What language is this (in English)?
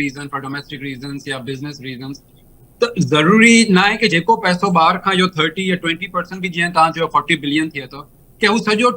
Sindhi